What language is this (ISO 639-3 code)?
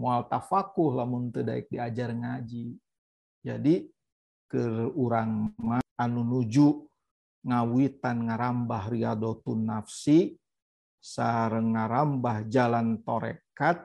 sun